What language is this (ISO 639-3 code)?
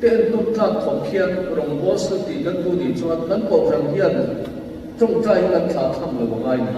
lus